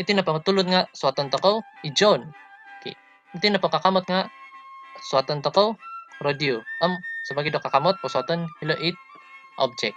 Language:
Central Dusun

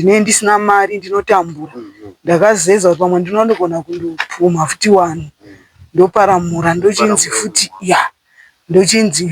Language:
Shona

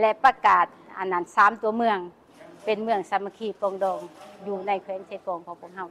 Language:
Lao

